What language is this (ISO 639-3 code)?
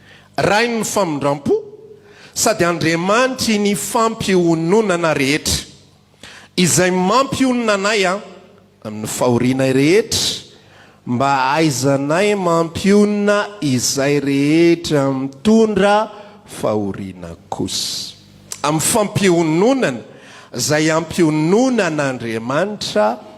mlg